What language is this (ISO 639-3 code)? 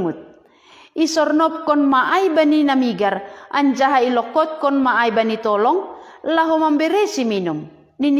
bts